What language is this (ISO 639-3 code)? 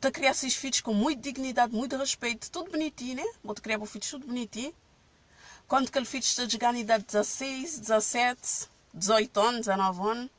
kea